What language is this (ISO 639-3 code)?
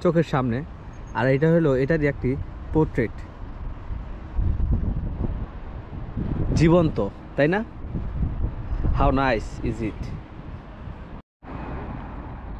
ben